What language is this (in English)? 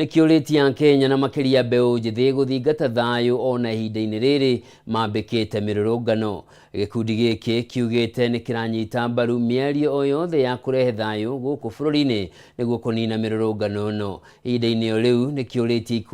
Kikuyu